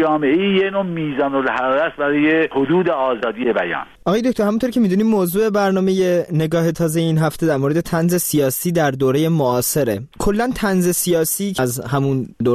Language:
Persian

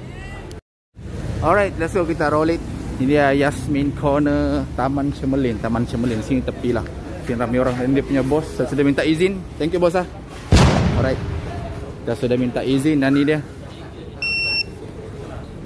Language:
Malay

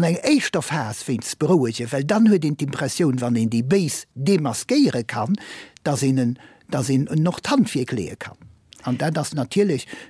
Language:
Luxembourgish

